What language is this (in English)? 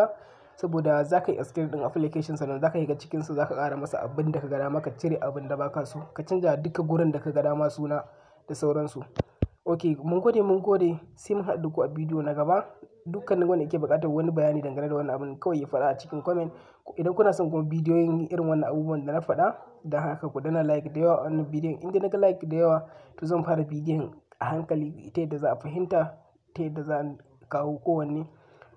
Hausa